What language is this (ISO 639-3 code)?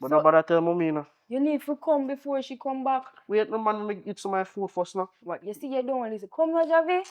jam